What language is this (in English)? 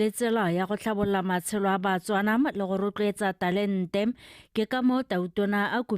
Tswana